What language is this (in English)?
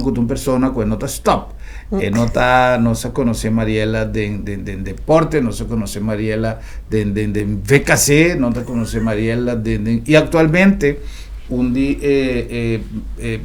Papiamento